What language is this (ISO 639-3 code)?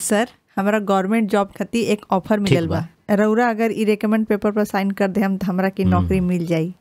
bho